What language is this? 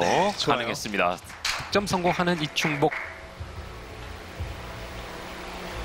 Korean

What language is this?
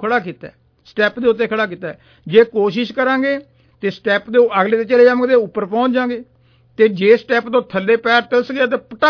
Punjabi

